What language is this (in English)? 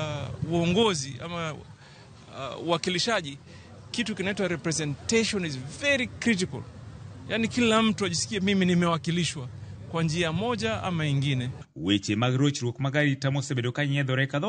Luo (Kenya and Tanzania)